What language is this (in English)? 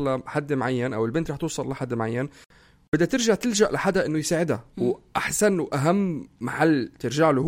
North Levantine Arabic